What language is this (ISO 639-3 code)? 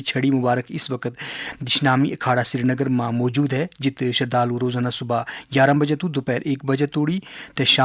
gju